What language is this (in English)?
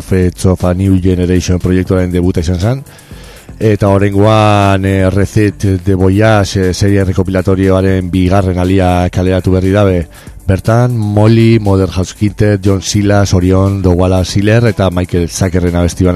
Basque